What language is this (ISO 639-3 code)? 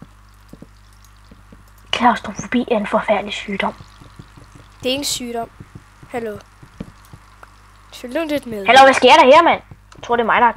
dan